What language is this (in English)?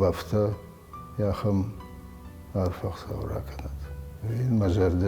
Ossetic